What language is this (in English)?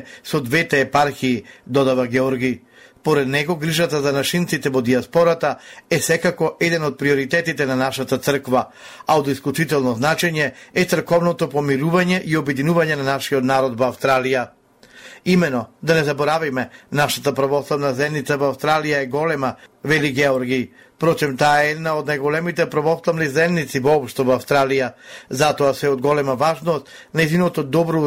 Macedonian